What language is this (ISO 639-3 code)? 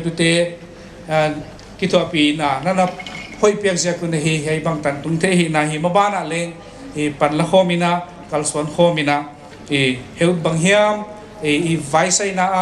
pck